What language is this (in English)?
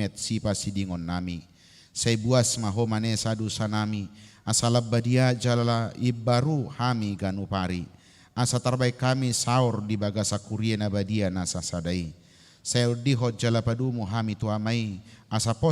Batak Toba